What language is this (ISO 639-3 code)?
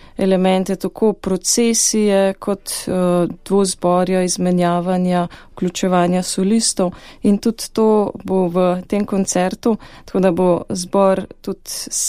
slv